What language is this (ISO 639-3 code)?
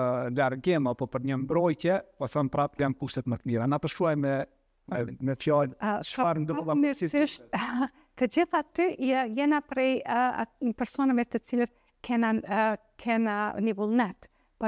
sqi